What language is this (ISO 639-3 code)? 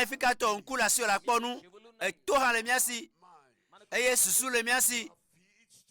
ewe